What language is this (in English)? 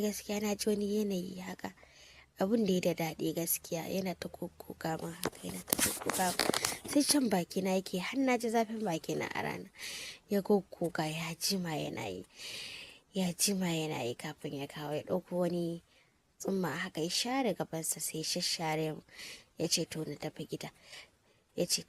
Hausa